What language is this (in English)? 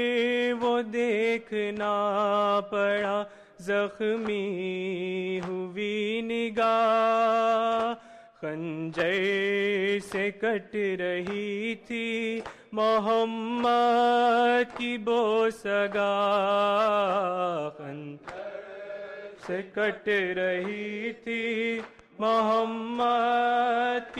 Urdu